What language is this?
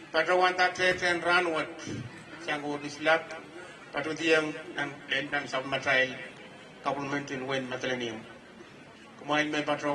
Pohnpeian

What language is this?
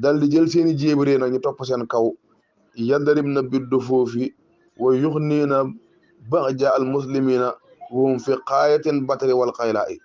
Wolof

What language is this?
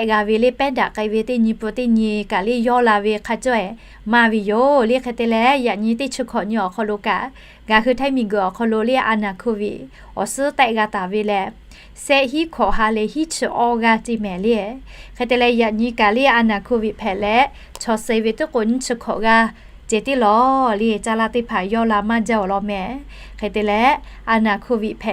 Lahu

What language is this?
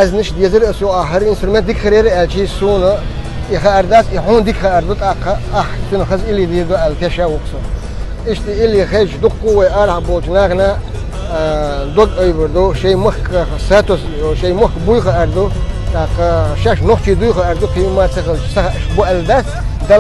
Chechen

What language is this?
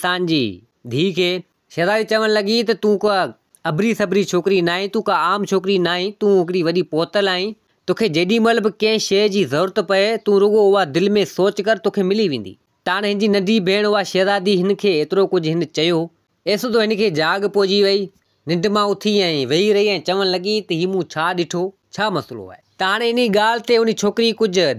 Sindhi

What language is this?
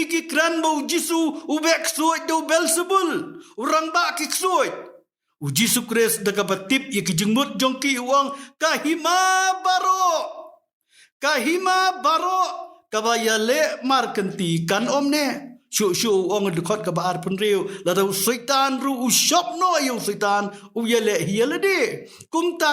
Khasi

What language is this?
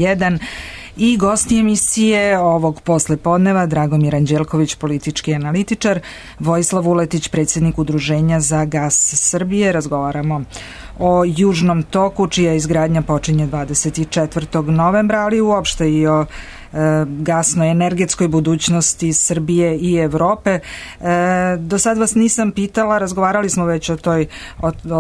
Serbian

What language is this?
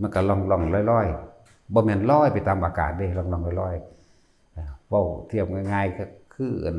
Northeastern Thai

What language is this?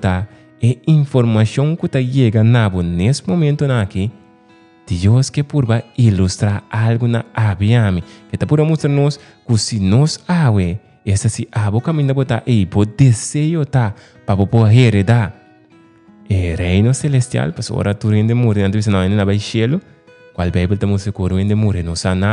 Papiamento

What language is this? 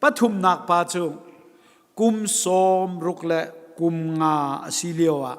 Hakha Chin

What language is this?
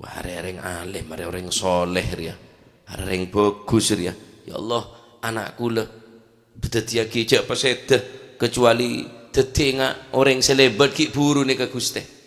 Madurese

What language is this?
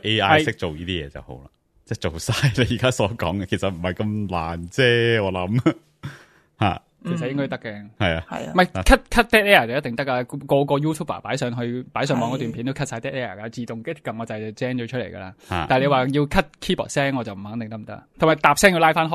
Cantonese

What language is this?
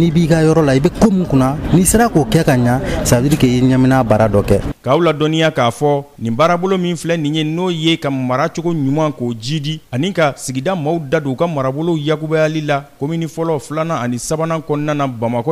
Bambara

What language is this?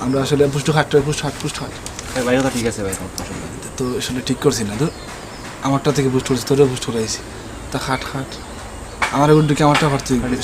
Sylheti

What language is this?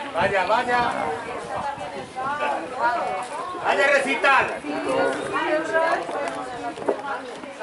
Norwegian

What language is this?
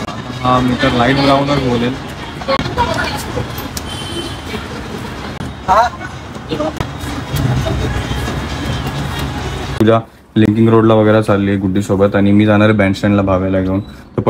Marathi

